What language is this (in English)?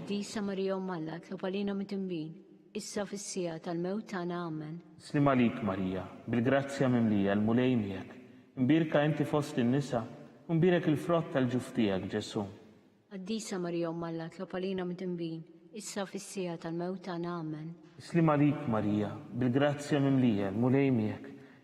Maltese